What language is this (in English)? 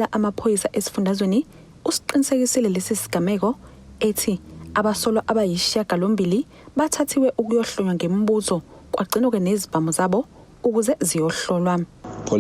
Zulu